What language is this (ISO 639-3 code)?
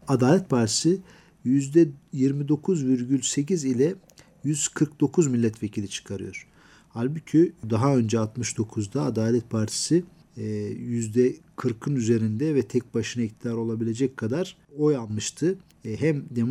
tur